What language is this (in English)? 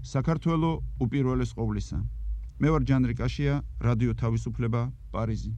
Georgian